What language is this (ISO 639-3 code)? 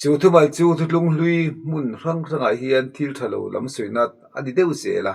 lus